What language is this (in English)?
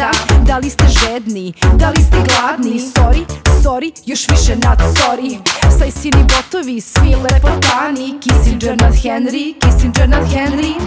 Serbian